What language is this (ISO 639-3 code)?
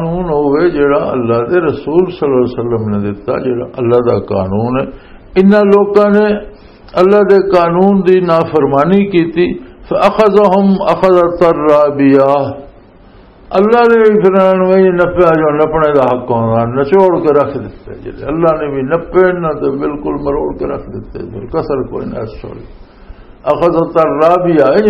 lah